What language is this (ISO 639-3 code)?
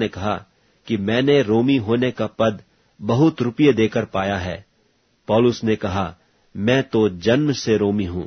hin